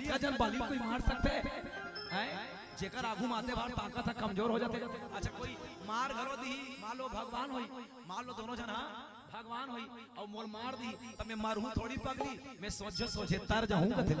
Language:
Chhattisgarhi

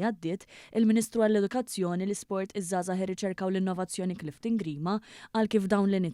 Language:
Maltese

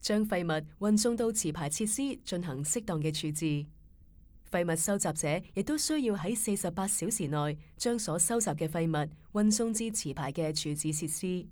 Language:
Cantonese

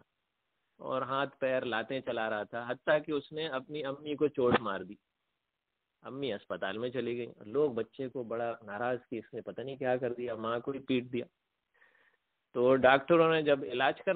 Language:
Urdu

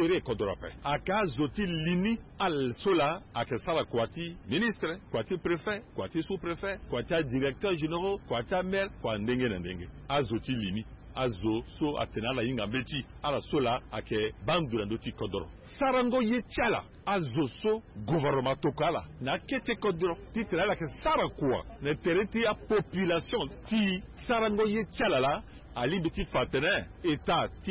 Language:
Sango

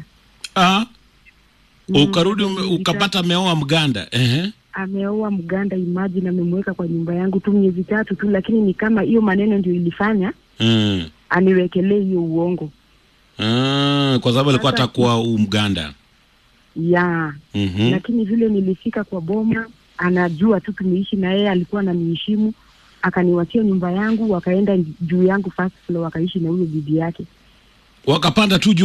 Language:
Swahili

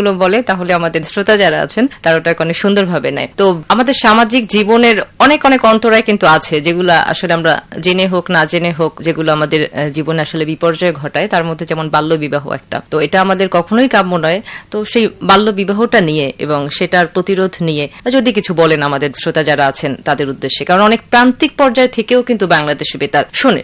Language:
Bangla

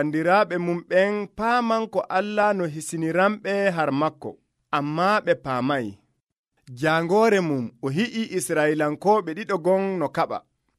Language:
Nigerian Fulfulde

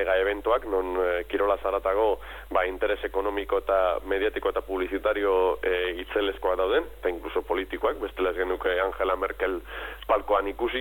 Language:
Basque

